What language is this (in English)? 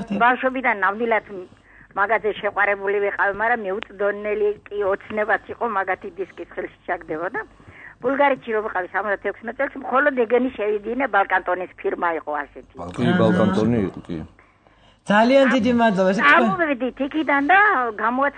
Georgian